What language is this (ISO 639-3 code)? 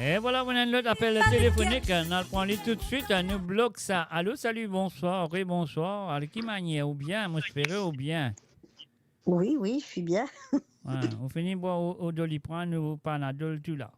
mfe